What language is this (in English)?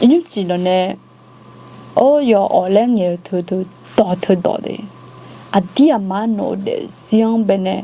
Akha